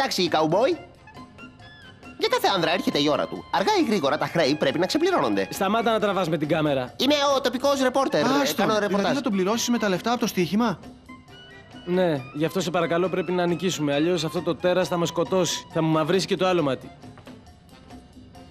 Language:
Greek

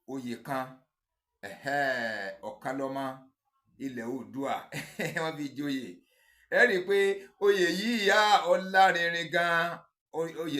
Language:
Yoruba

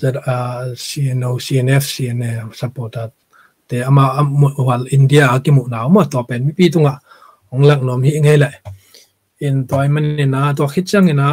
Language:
Tedim Chin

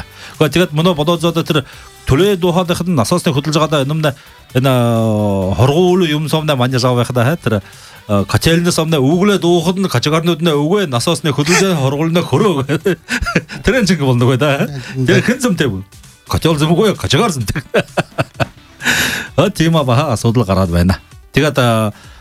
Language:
Buriat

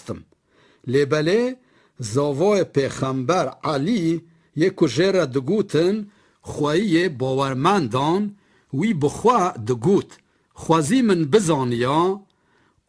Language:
Kurdish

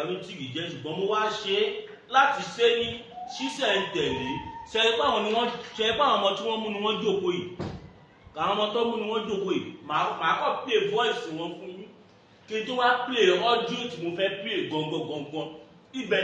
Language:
Yoruba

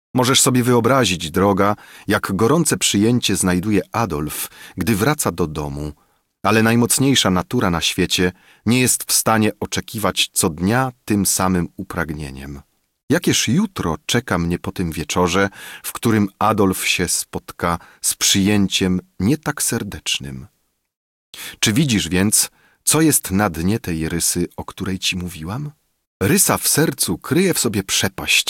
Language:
Polish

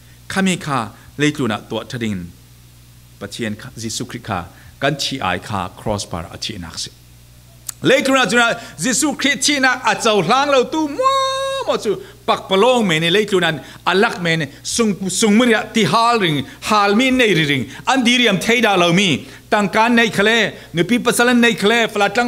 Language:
Falam Chin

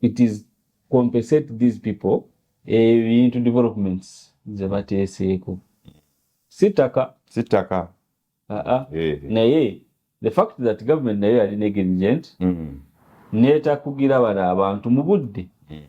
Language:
Ganda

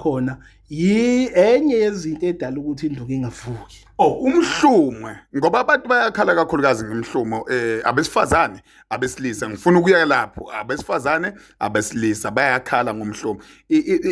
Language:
Zulu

